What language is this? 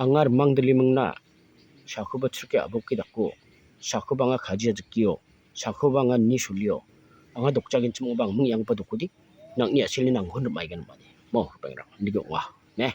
Garo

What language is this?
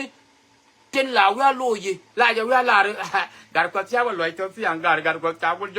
Nuer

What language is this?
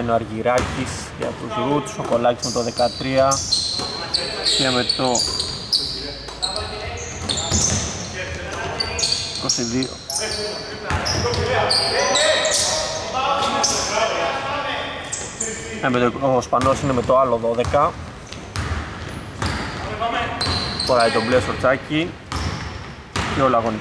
Greek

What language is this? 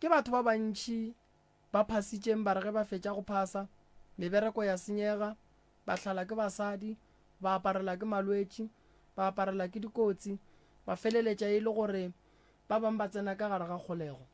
Northern Sotho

